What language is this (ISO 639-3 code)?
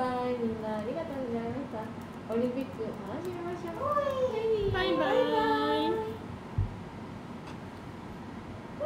jpn